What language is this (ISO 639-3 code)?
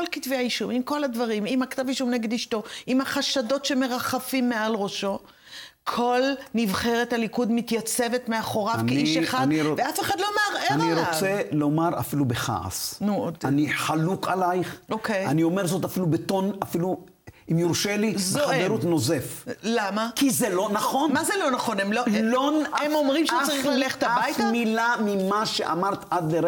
heb